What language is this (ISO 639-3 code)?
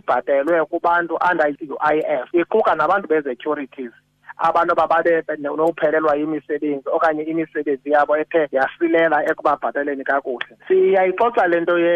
xho